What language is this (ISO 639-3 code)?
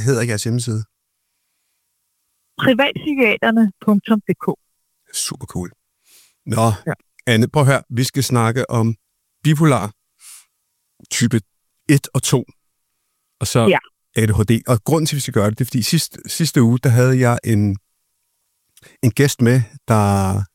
dan